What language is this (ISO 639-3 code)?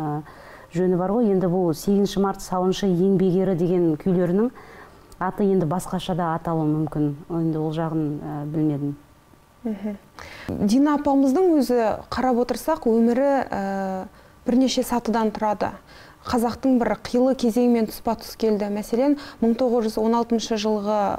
kaz